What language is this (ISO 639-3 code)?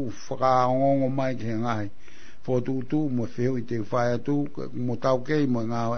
ton